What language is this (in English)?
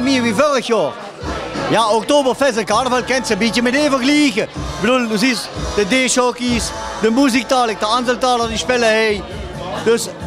Limburgish